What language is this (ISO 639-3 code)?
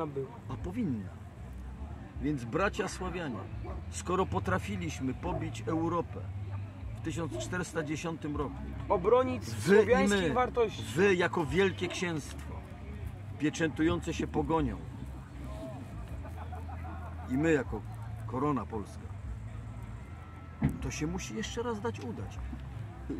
pol